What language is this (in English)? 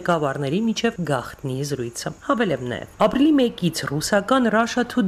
Armenian